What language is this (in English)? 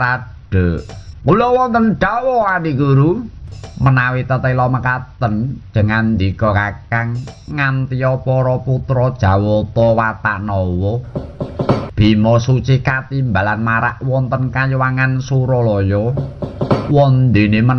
Javanese